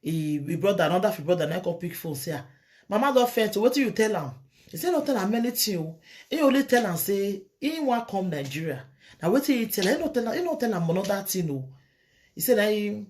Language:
Nigerian Pidgin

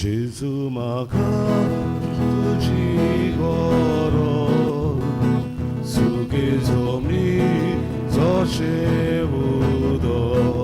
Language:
Konkani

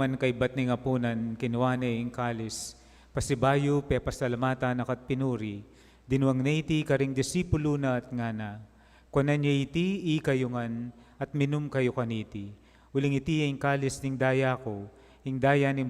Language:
Pampanga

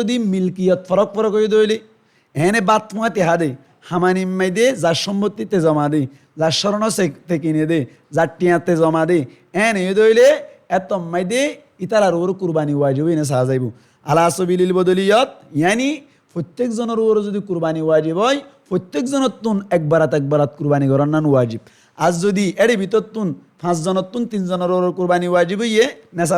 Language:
Rohingya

